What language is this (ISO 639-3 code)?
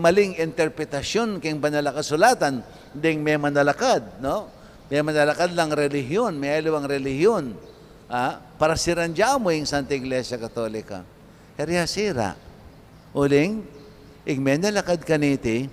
pam